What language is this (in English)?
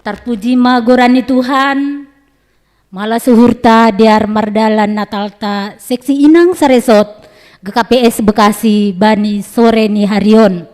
Batak Simalungun